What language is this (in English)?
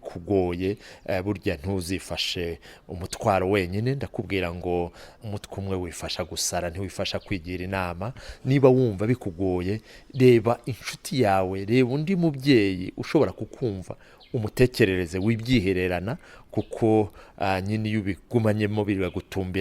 Kinyarwanda